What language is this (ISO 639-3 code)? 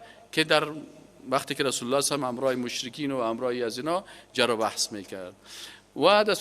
fas